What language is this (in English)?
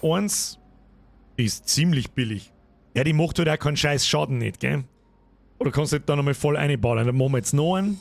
Bavarian